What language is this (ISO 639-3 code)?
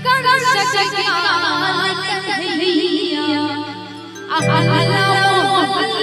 mai